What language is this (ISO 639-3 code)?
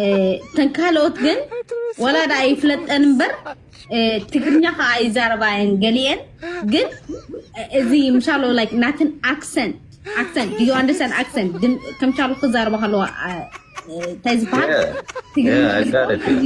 tir